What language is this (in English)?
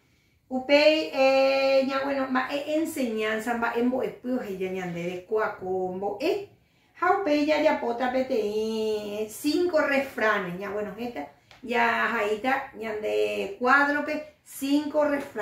Guarani